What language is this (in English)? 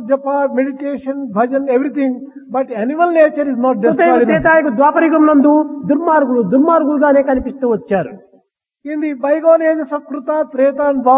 Telugu